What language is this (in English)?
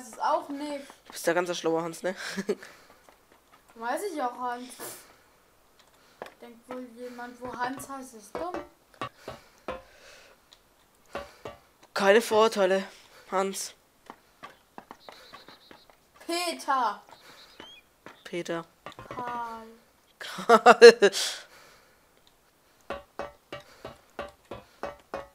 German